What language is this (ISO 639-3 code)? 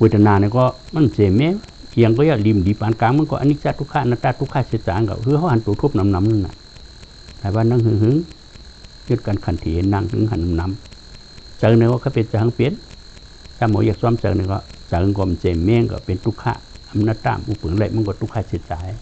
shn